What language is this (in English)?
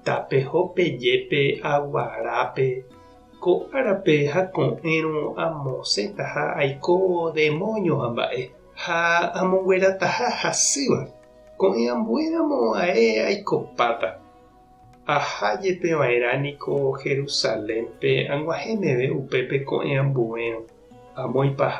Guarani